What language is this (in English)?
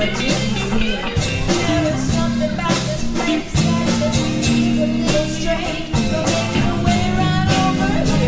English